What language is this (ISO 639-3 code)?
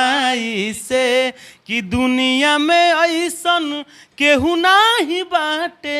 bho